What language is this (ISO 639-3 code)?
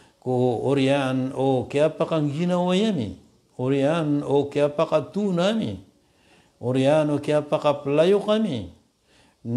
mrw